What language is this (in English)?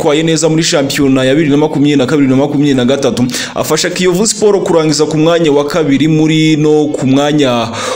Kinyarwanda